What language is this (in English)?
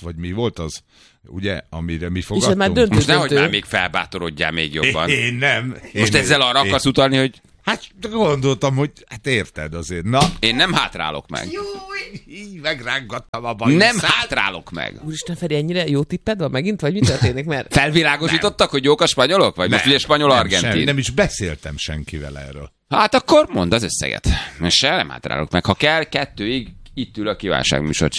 Hungarian